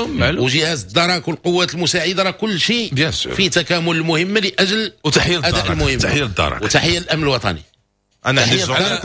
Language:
Moroccan Arabic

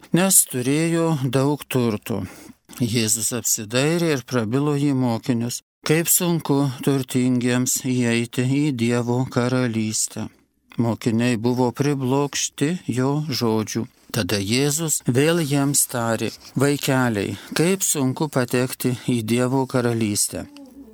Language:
Lithuanian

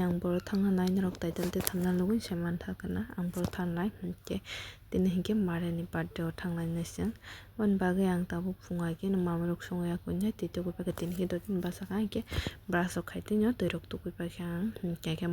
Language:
Kok Borok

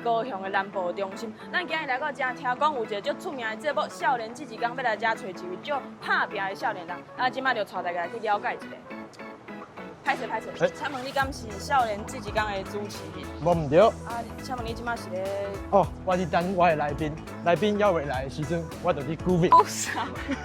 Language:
Min Nan Chinese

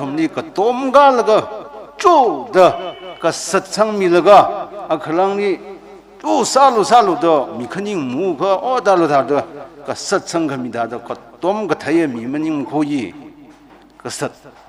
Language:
Tangkhul Naga (India)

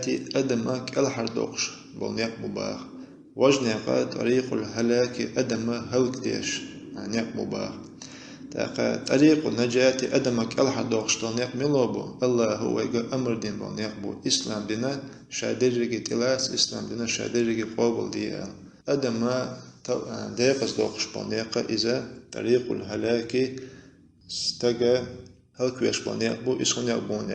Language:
Chechen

